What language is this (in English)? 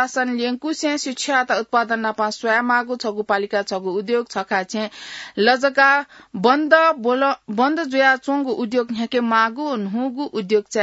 Newari